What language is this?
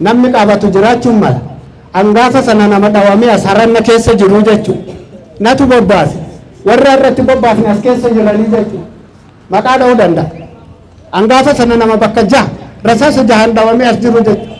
Oromo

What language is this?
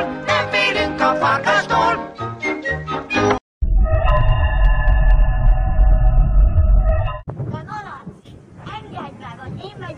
Hungarian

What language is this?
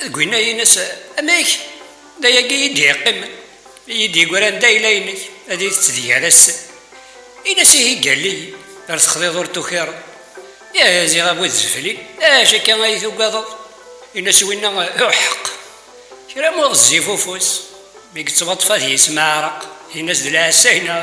Kabyle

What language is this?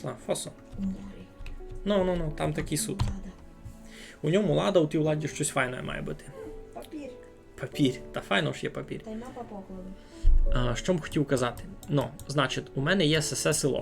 Rusyn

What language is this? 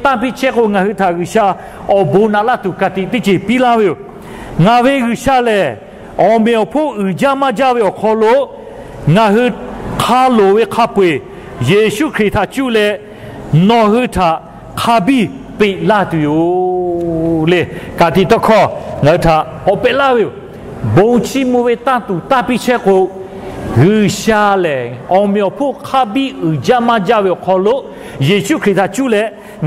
Lahu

